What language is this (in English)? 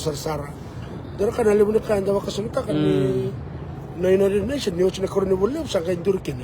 Fijian